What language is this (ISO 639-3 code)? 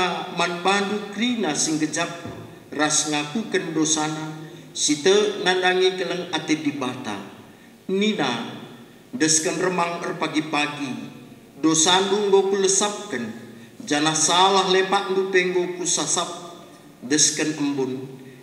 btx